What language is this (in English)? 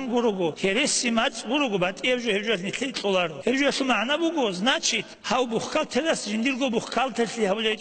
Avaric